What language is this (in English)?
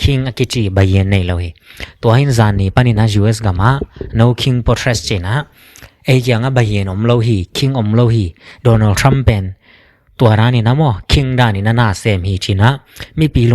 Tedim Chin